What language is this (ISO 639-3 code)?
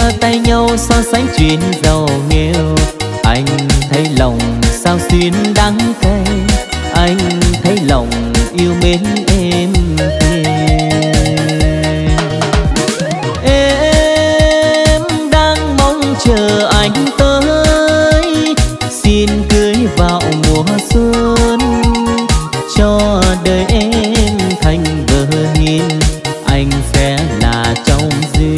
vie